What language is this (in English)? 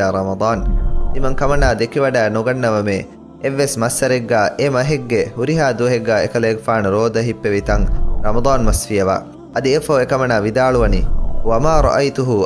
Divehi